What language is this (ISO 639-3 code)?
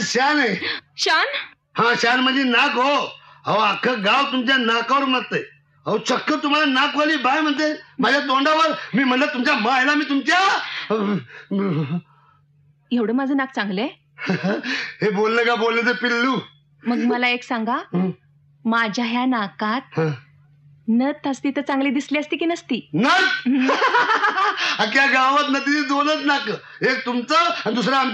mar